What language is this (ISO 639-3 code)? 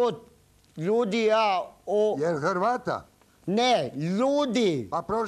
hrv